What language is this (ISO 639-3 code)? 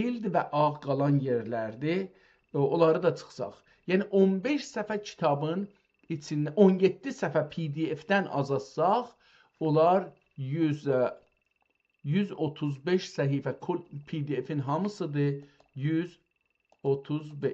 azb